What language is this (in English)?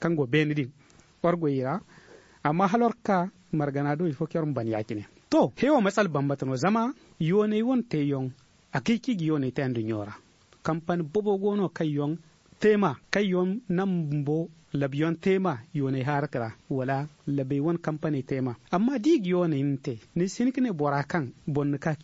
Zarma